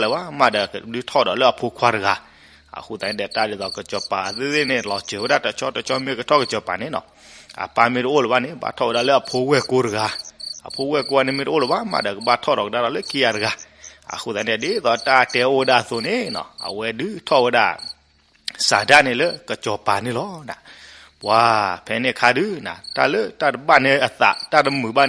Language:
S'gaw Karen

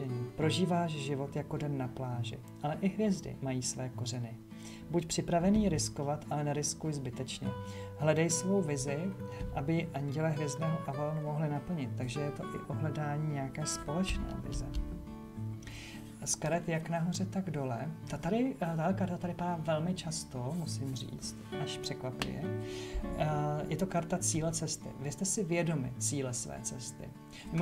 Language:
Czech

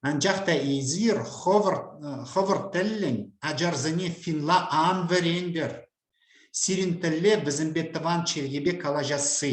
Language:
Chuvash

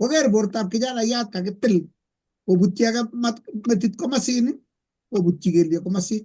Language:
Kalenjin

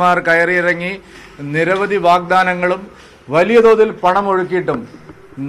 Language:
Malayalam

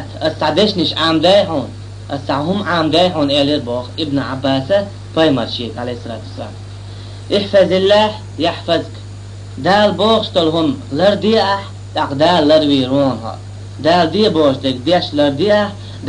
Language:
Chechen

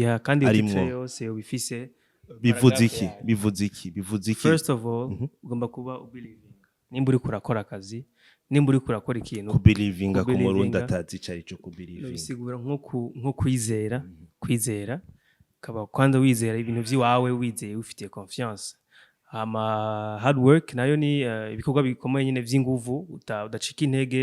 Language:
Rundi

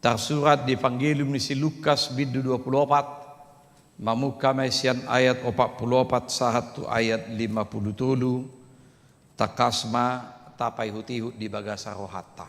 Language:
Batak Toba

